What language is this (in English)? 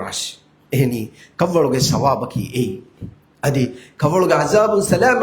Divehi